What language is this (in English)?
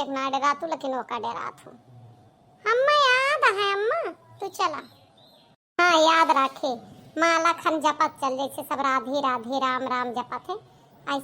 Awadhi